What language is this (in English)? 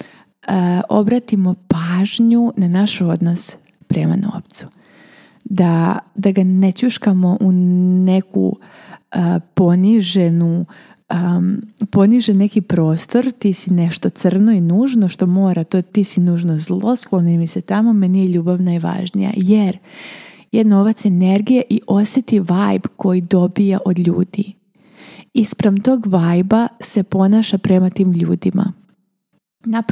Serbian